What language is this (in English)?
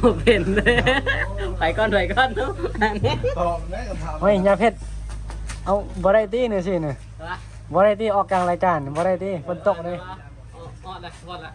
Northeastern Thai